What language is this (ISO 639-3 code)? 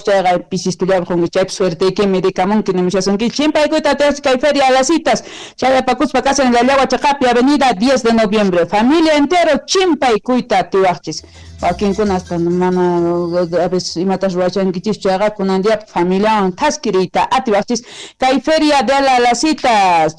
quh